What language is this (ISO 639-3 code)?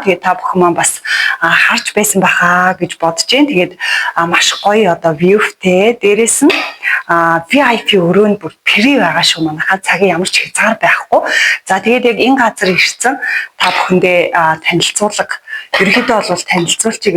mon